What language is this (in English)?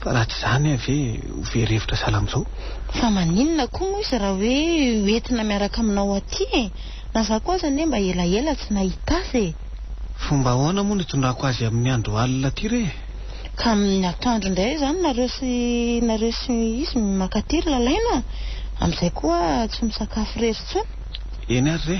Malagasy